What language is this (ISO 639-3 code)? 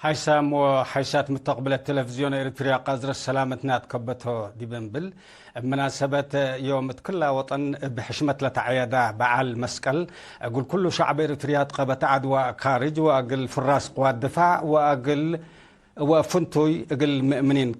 tig